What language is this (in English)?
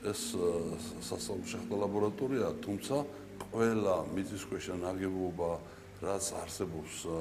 Georgian